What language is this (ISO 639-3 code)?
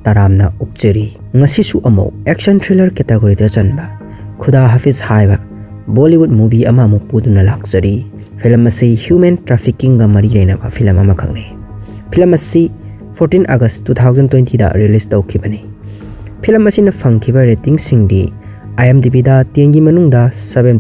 mni